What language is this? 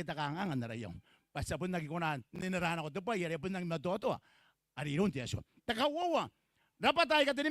Gilbertese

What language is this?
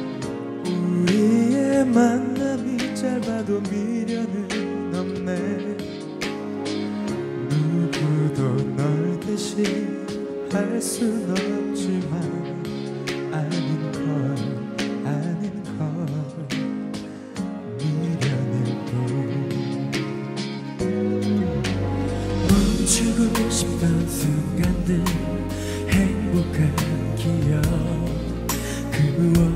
Korean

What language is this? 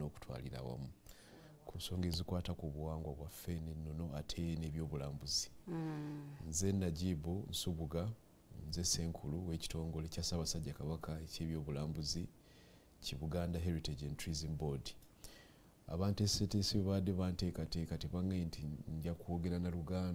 Ganda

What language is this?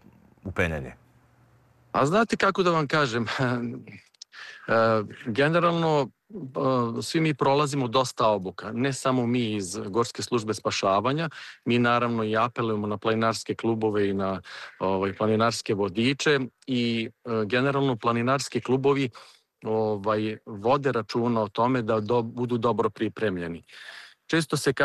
Serbian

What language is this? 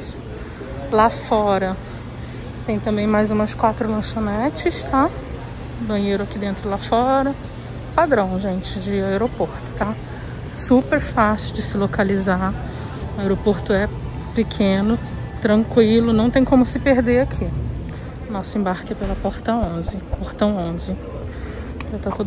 Portuguese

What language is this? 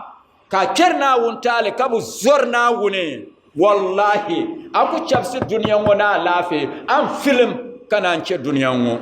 Dagbani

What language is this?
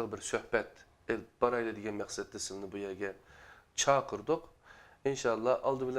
Uyghur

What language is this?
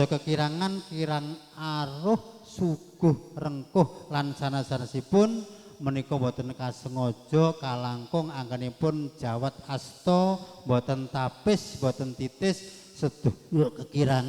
Javanese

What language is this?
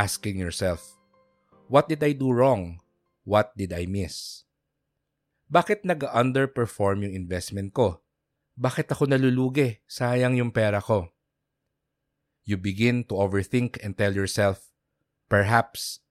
Filipino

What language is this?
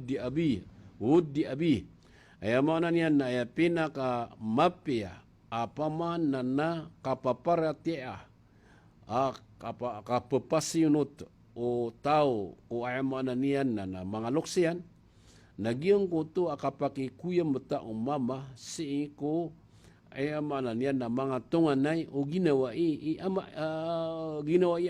Maranao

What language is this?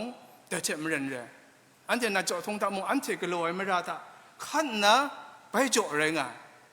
Kachin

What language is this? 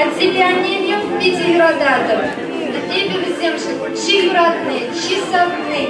Chuvash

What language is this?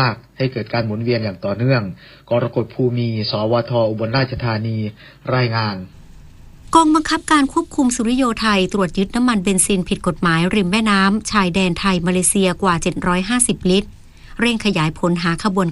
Thai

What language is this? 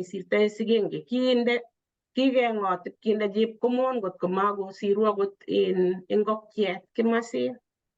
Kalenjin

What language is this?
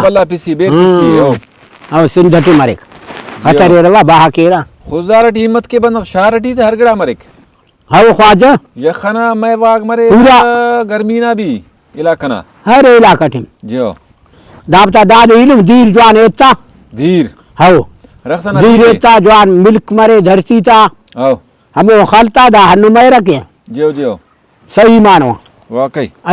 Brahui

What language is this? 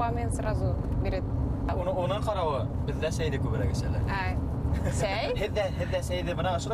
Bashkir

